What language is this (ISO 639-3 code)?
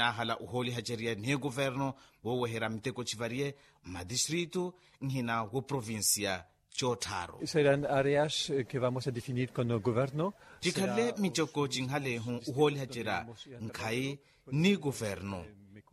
vmw